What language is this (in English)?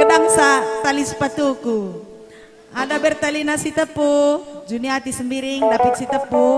Batak Karo